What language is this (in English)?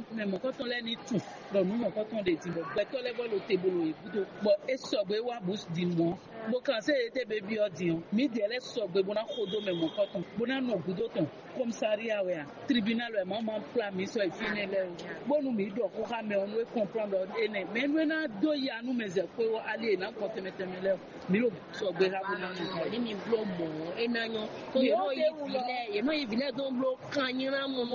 Fon